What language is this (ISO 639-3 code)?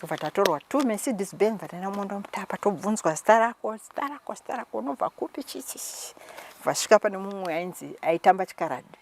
sna